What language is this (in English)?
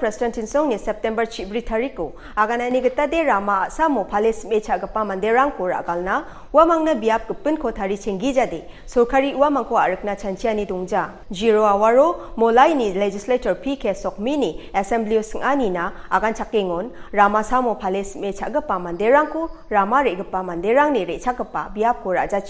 Garo